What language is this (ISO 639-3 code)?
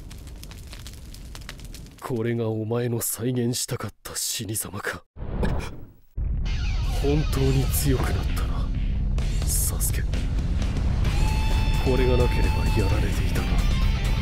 jpn